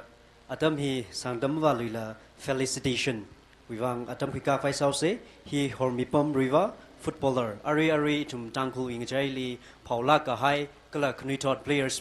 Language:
Tangkhul Naga (India)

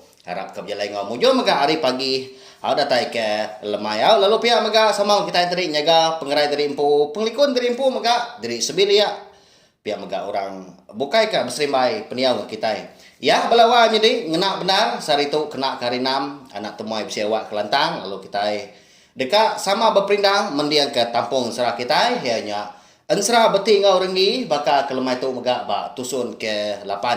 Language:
Iban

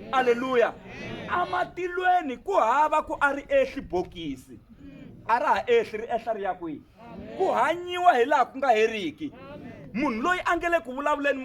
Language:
Tsonga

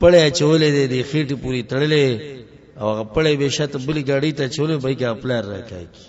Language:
Pashto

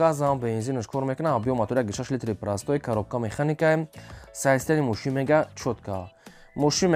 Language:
Tajik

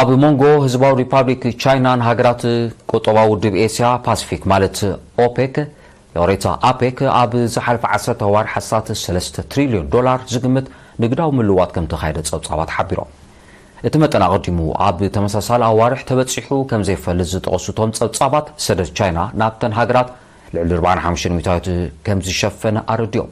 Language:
Tigrinya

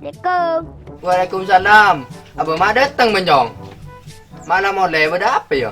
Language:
Madurese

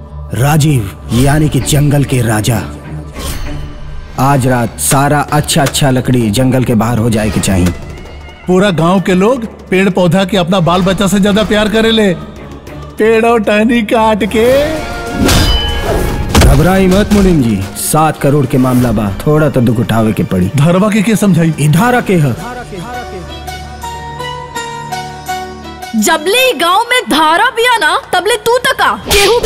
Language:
Bhojpuri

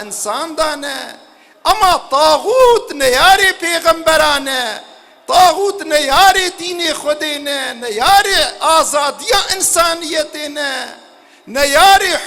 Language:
Kurdish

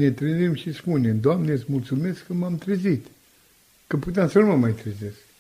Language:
Romanian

